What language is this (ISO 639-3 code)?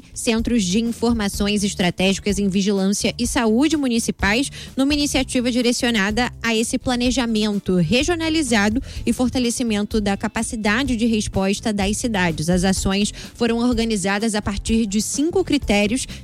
por